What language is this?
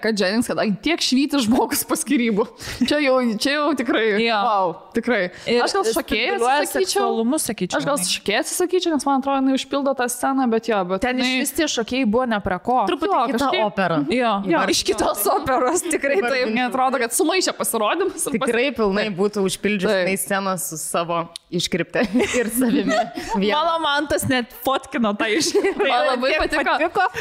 Lithuanian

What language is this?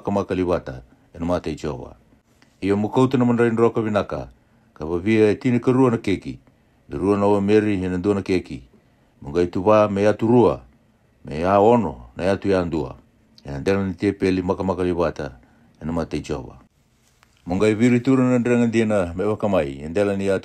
Fijian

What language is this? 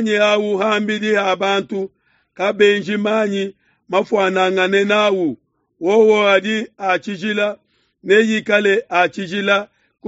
Luba-Lulua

